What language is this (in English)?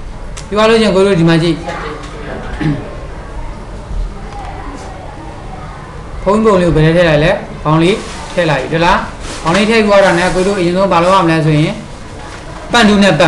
Burmese